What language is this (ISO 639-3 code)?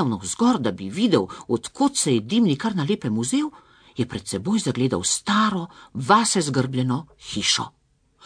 slv